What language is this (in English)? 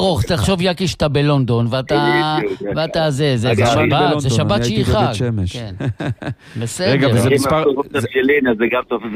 Hebrew